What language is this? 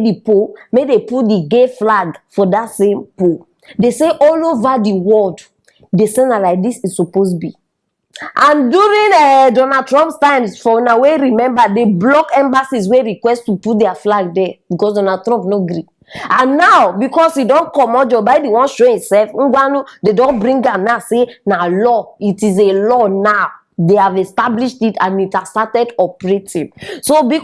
Nigerian Pidgin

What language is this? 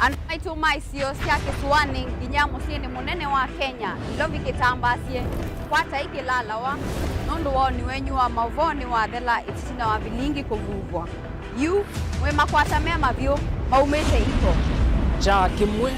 Kamba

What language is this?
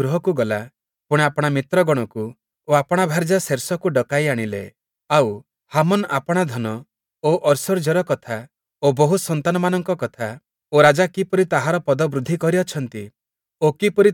Odia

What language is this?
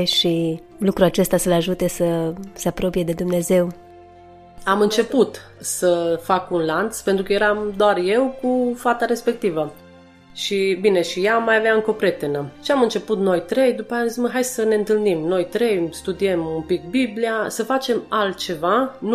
Romanian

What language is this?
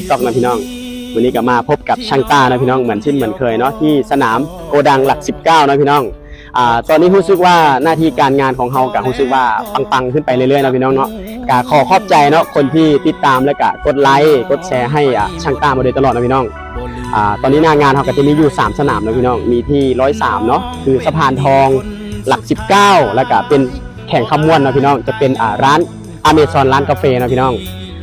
Lao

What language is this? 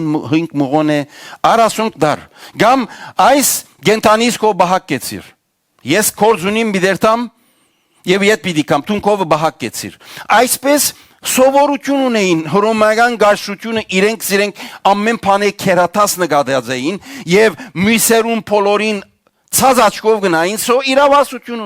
Western Armenian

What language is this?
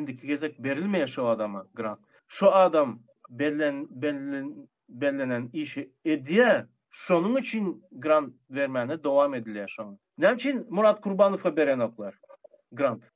Turkmen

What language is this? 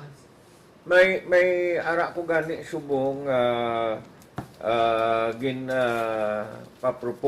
Hiligaynon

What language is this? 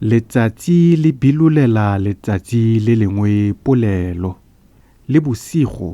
Tswana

